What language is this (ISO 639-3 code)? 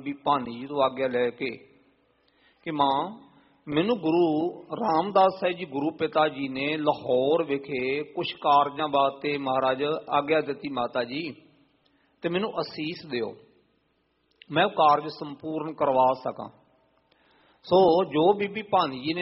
pan